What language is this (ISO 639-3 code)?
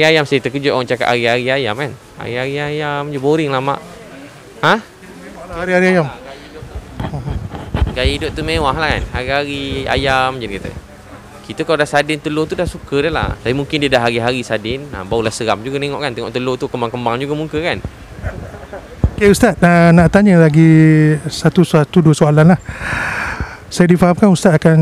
msa